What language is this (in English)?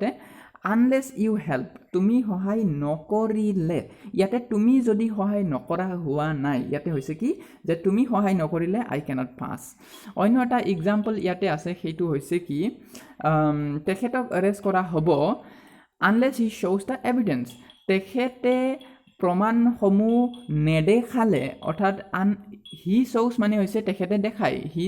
Assamese